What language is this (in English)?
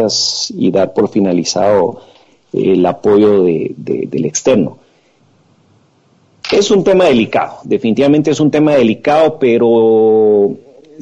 Spanish